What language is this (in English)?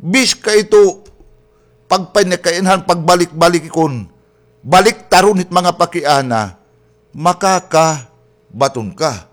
Waray